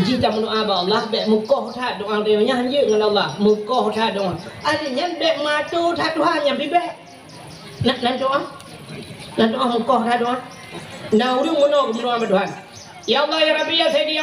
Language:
Achinese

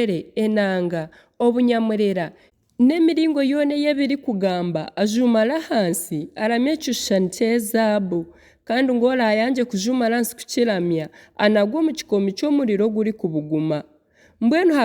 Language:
Nyankole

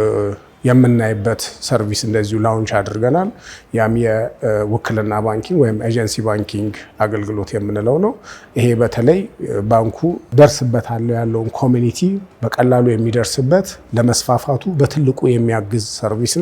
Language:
Amharic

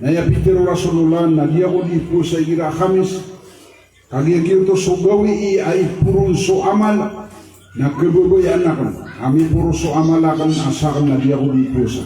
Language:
Maranao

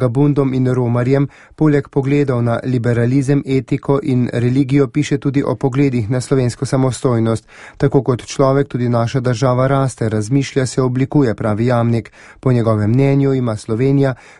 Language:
Slovenian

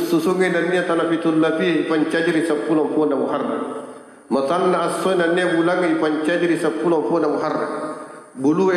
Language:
Buginese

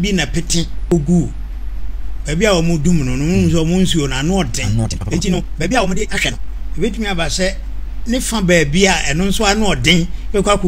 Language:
Akan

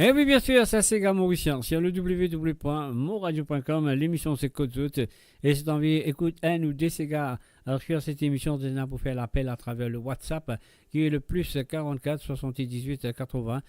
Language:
Morisyen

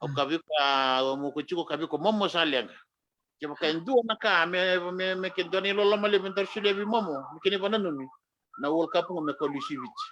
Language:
Fijian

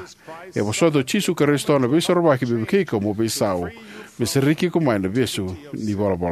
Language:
Fijian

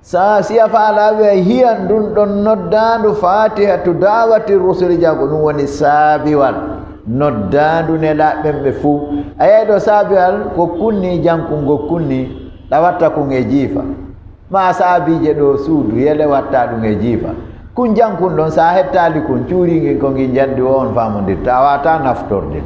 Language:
Fula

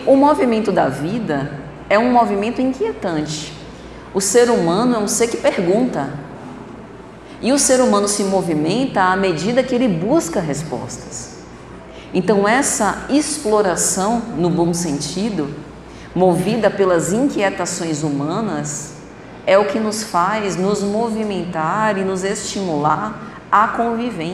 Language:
Portuguese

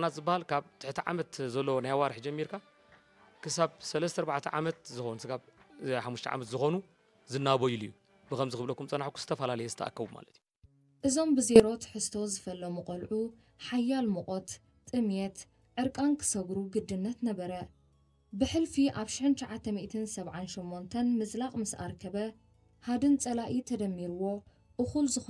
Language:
Tigrinya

